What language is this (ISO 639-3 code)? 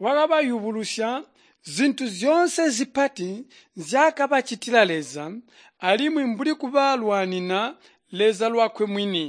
toi